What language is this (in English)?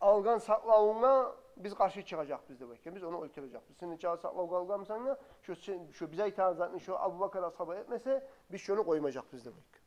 Kumyk